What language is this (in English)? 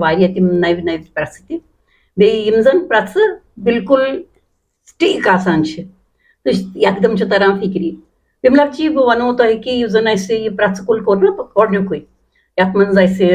Kashmiri